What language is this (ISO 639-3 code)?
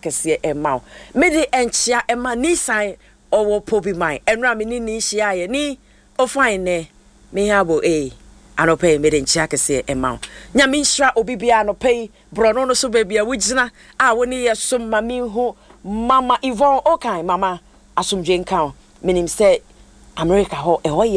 aka